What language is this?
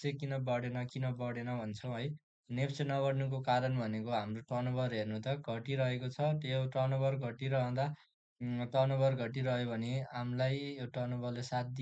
Nepali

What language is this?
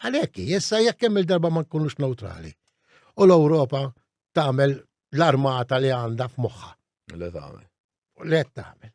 Maltese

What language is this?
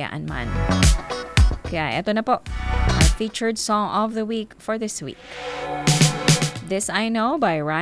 Filipino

